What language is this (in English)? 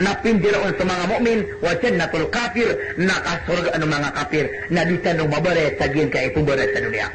Maranao